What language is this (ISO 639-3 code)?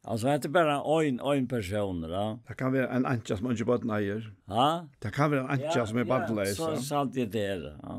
fao